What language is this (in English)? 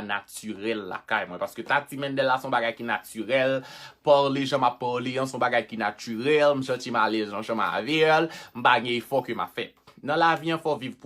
Haitian Creole